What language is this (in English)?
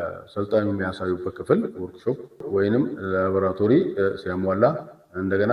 Amharic